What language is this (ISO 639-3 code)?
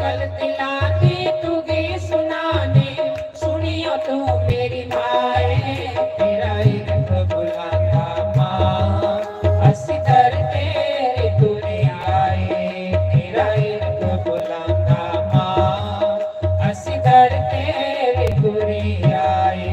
doi